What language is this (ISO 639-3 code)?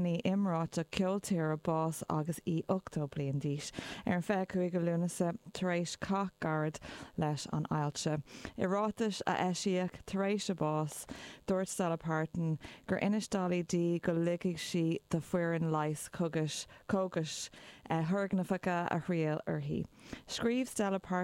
gle